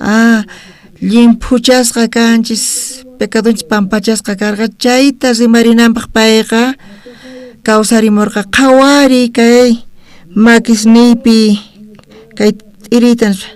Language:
South Bolivian Quechua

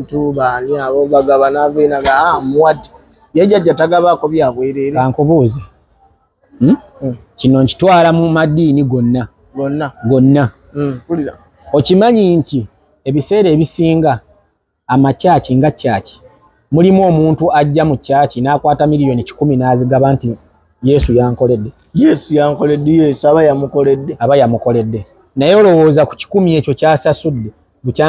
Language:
Ganda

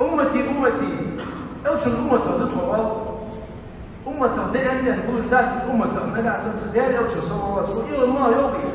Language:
Ingush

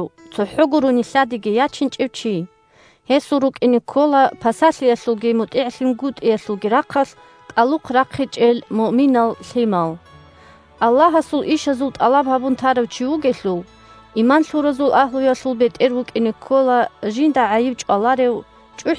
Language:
Avaric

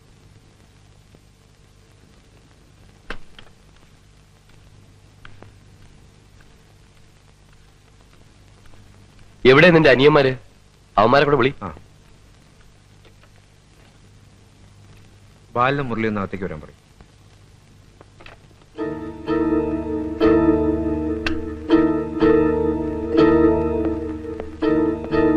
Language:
Malayalam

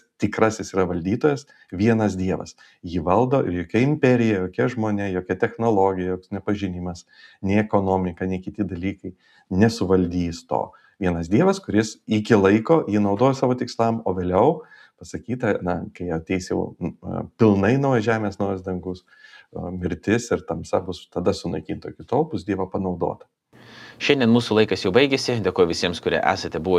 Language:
Lithuanian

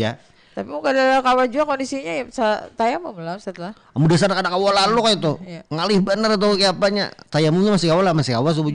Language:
Banjar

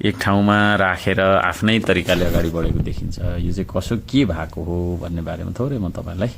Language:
Nepali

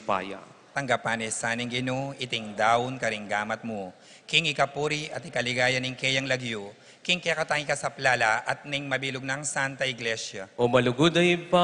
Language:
Pampanga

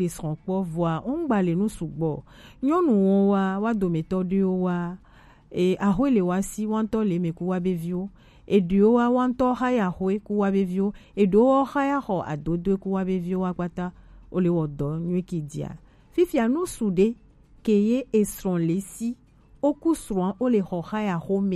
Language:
Gen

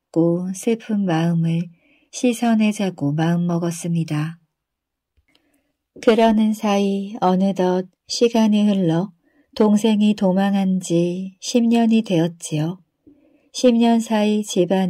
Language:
Korean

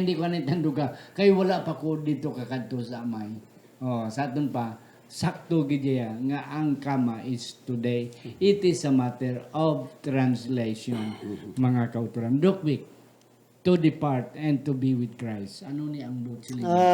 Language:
Hiligaynon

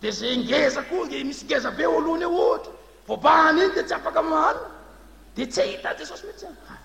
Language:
Malagasy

